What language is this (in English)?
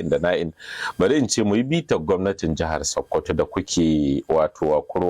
Hausa